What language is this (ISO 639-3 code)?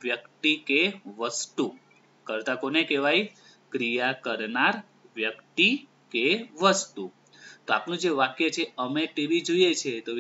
guj